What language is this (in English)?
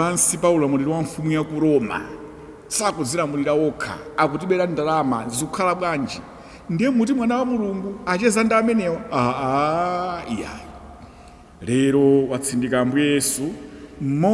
Nyanja